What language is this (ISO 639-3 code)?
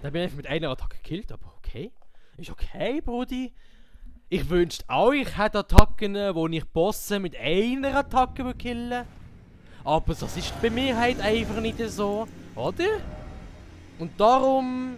gsw